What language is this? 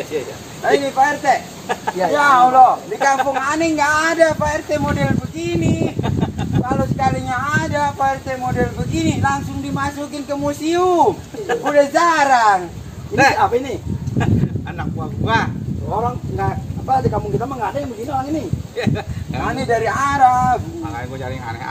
Betawi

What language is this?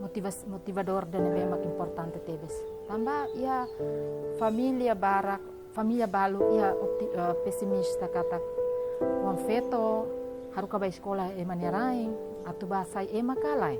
Tetum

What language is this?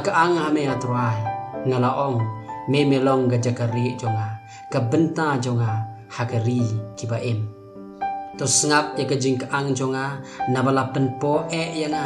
Khasi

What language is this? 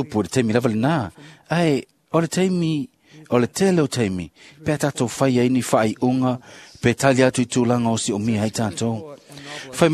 Samoan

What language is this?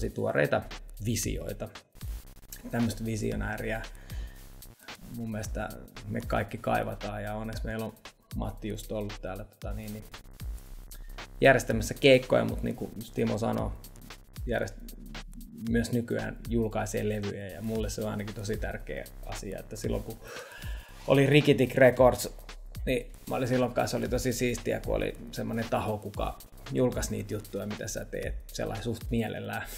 Finnish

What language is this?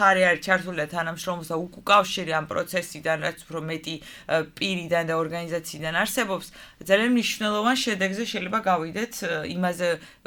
Georgian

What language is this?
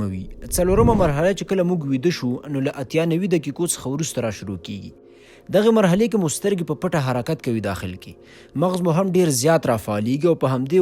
Pashto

